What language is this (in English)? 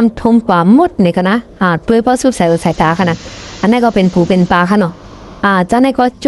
Shan